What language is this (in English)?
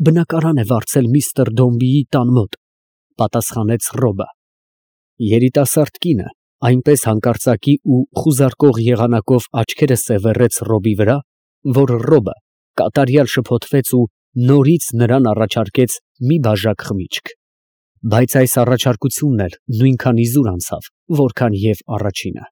Armenian